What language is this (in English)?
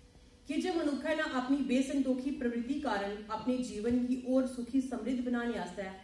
Dogri